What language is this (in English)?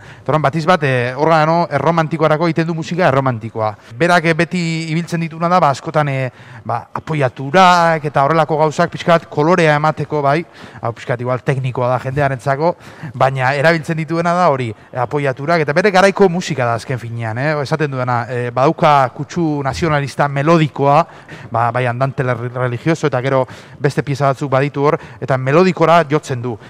Basque